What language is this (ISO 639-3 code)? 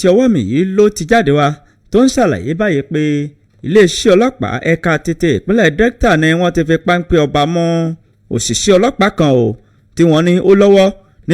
yor